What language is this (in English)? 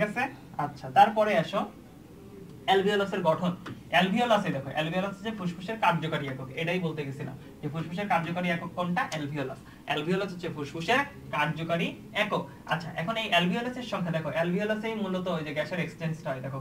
Bangla